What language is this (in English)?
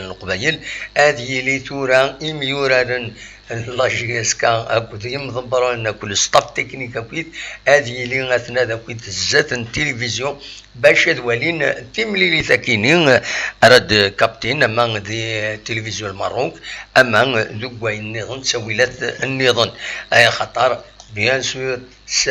Kabyle